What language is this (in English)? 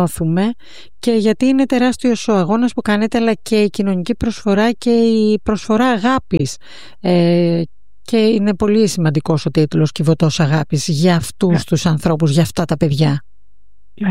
Greek